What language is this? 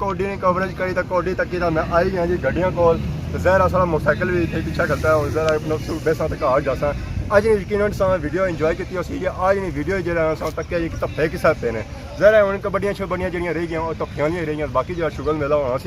Pahari-Potwari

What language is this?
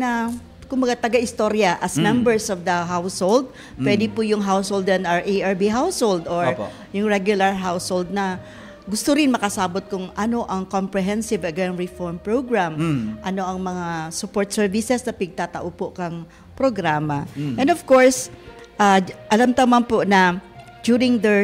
Bikol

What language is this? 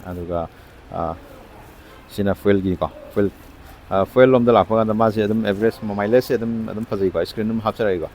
Manipuri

